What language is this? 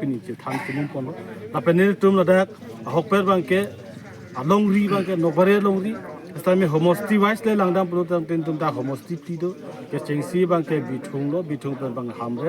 Karbi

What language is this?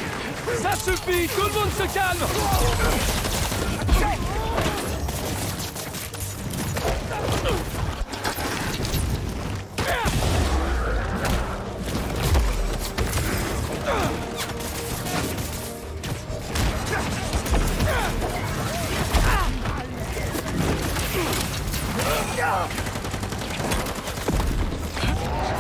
French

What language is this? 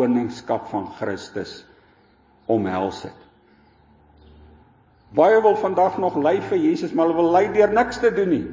Afrikaans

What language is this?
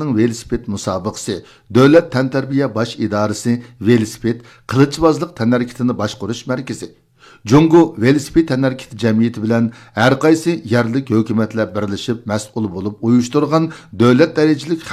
Uyghur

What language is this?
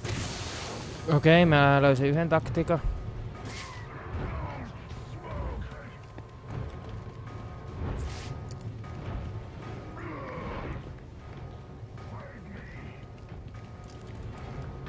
Finnish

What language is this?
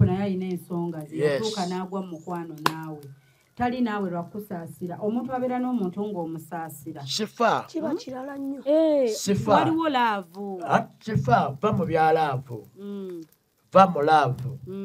Ganda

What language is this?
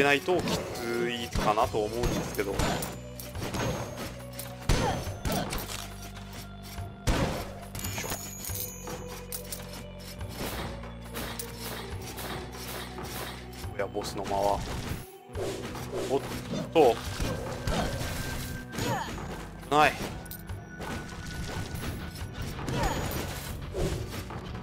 Japanese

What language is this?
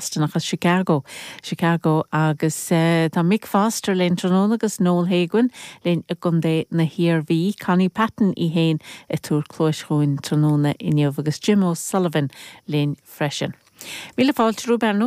Irish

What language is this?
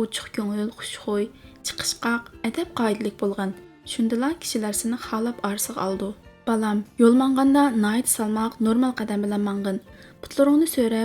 Uyghur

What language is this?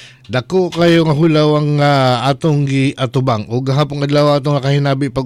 Cebuano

